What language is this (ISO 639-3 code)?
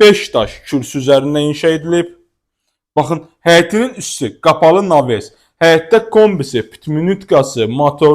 aze